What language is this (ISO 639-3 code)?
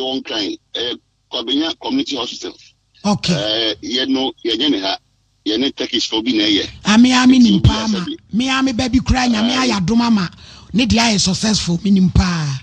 aka